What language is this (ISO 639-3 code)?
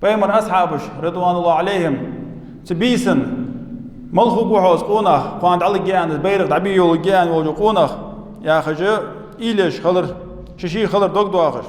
inh